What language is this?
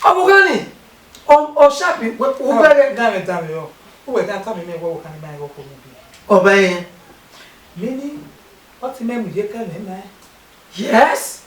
Bini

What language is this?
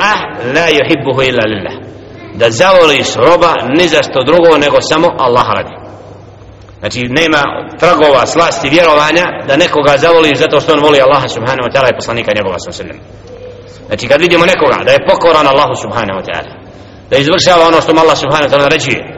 Bosnian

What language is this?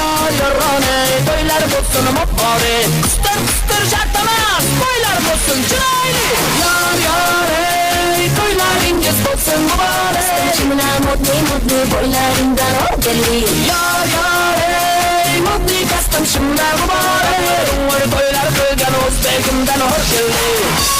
Kara-Kalpak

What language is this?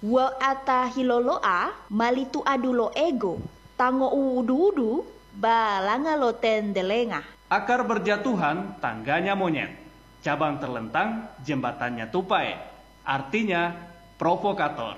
Gorontalo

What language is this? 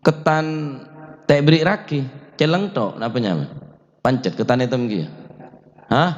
Madurese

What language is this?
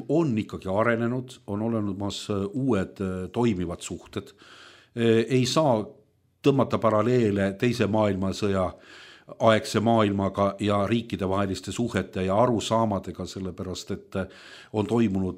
Estonian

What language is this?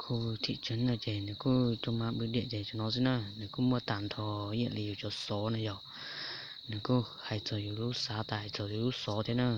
Hmong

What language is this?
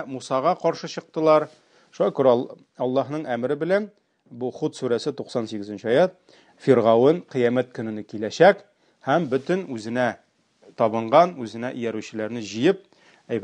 Tatar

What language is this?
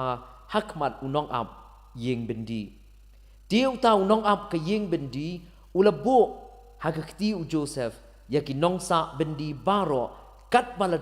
Khasi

